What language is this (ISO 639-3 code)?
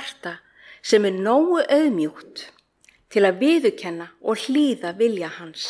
isl